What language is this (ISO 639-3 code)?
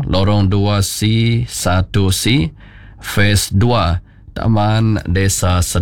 iba